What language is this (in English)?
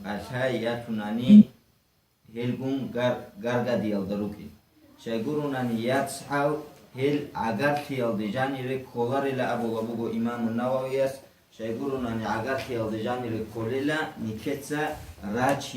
Avaric